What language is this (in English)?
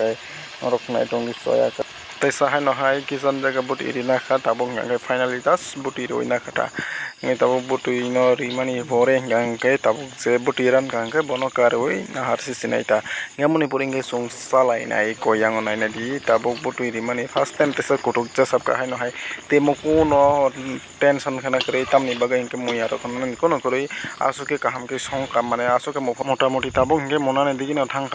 Kok Borok